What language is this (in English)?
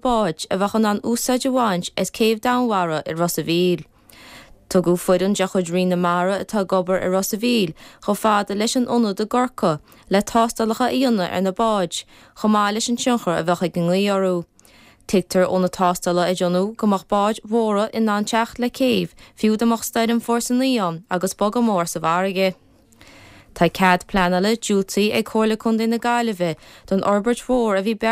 Irish